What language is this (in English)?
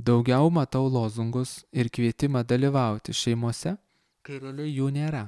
Lithuanian